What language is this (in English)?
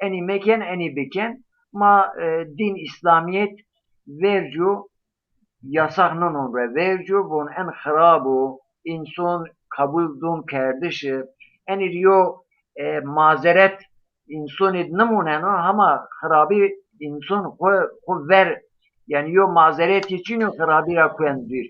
Zaza